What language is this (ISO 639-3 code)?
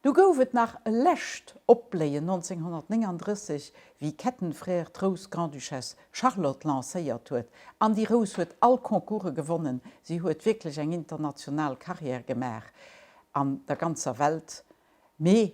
ltz